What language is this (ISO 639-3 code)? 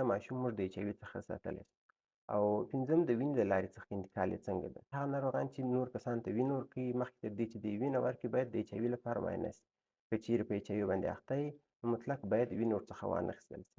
pus